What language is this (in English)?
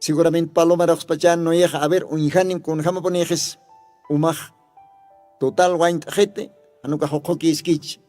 Aymara